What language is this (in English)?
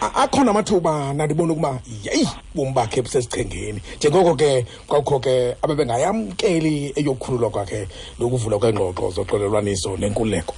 Xhosa